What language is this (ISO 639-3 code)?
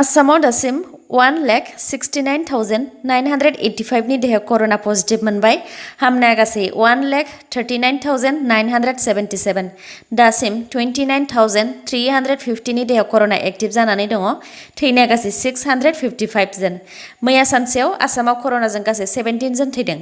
brx